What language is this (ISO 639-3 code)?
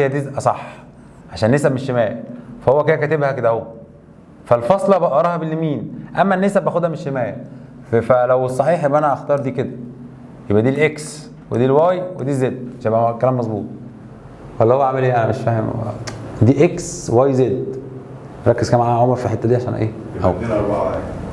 arz